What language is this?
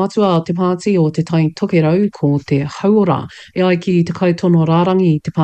Māori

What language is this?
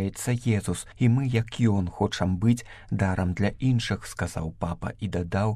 Belarusian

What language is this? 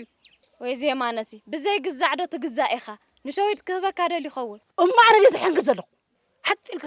Tigrinya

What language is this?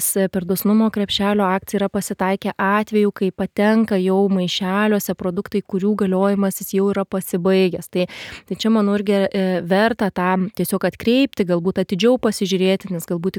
Lithuanian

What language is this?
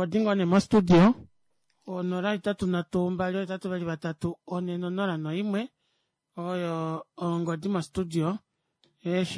Kuanyama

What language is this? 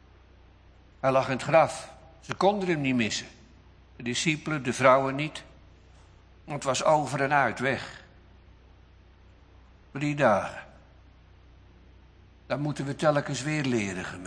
Dutch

